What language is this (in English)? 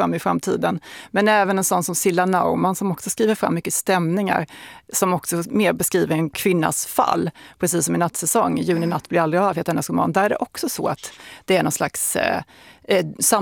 Swedish